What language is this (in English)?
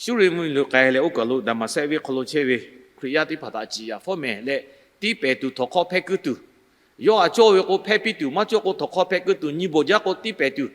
Lahu